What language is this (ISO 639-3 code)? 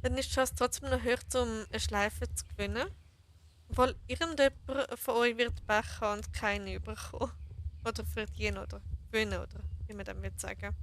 gsw